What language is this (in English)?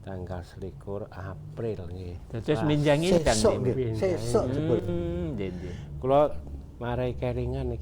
Javanese